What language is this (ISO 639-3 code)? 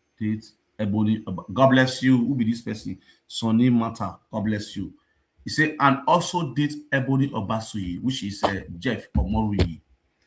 pcm